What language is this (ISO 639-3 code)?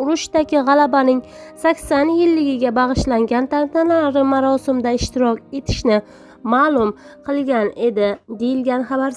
uzb